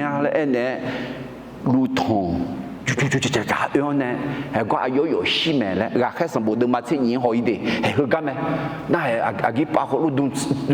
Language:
Akha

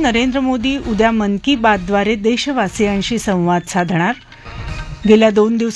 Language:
Marathi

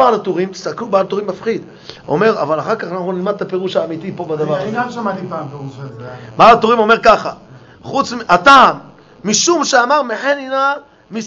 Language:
Hebrew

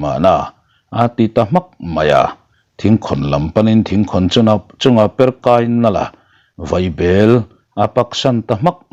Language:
Mizo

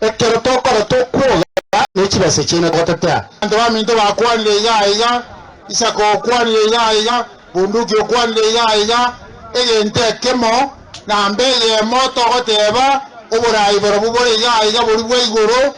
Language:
Gusii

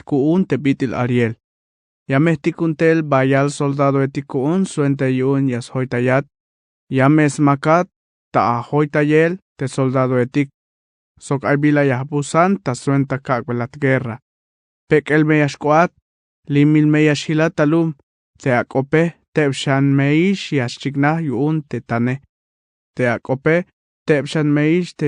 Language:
Tzeltal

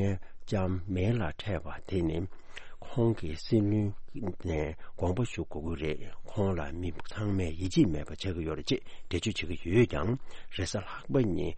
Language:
Tibetan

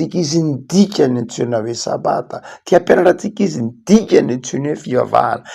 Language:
Malagasy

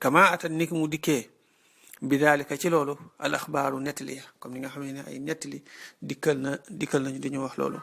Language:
Wolof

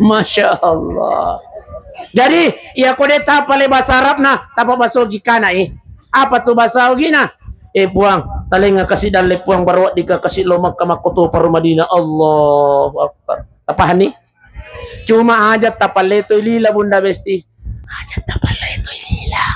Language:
Buginese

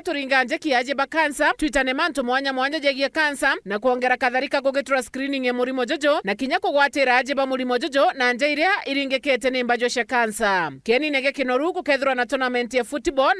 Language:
Meru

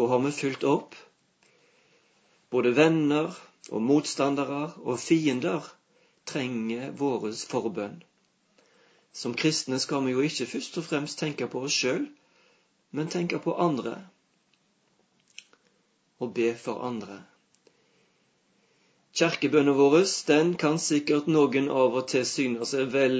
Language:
Norwegian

